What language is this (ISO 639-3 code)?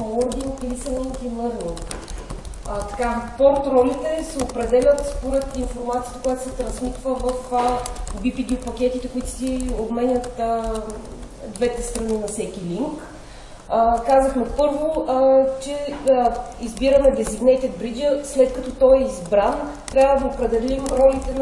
bul